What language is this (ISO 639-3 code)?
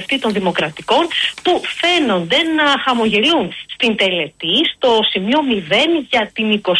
ell